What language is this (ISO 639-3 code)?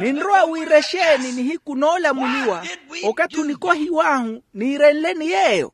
vmw